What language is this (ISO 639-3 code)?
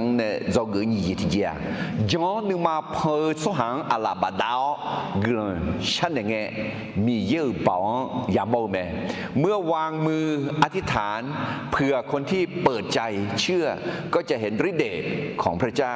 ahk